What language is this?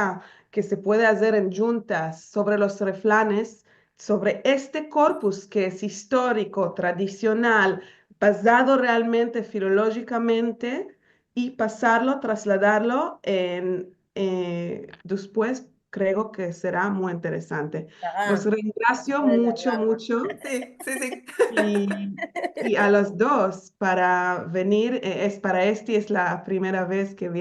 Ladino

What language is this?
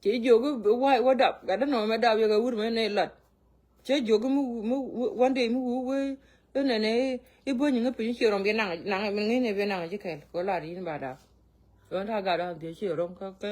Nuer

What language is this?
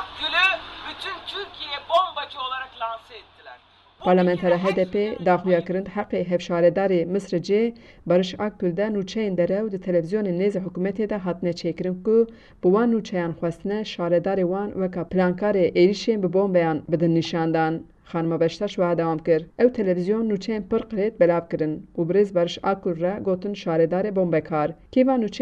Kurdish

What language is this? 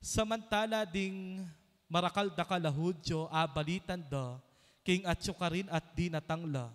Pampanga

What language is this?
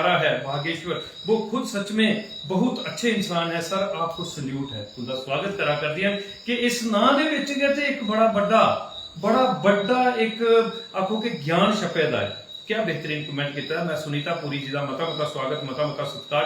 Dogri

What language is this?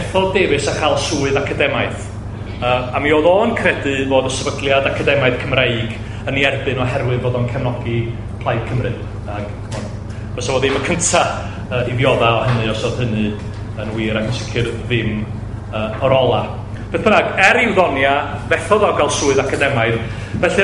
Welsh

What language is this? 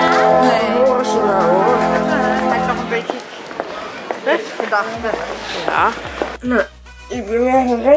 Dutch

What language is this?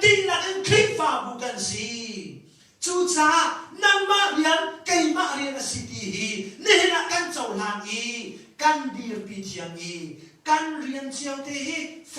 Hakha Chin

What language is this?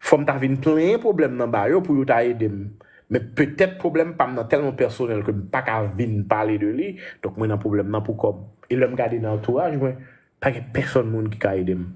Haitian Creole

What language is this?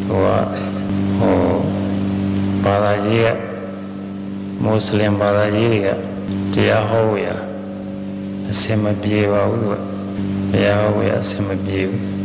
Burmese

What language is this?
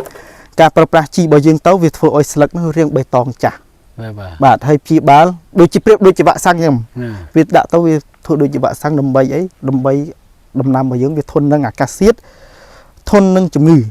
Khmer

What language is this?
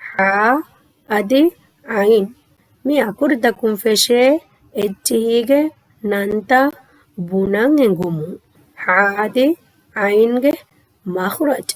Divehi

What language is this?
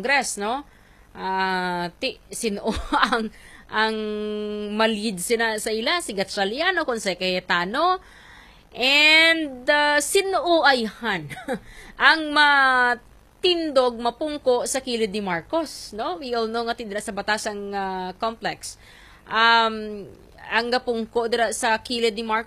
Hiligaynon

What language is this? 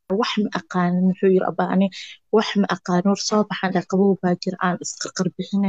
Somali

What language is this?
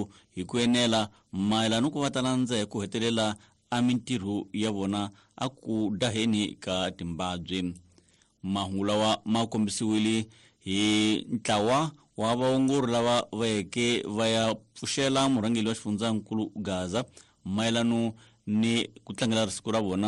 Tsonga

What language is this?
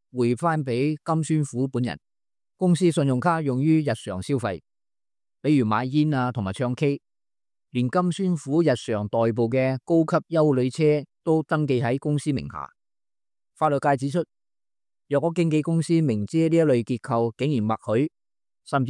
Cantonese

